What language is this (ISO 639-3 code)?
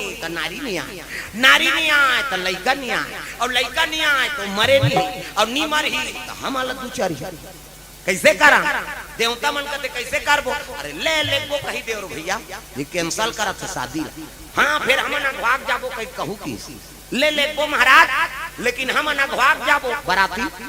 hne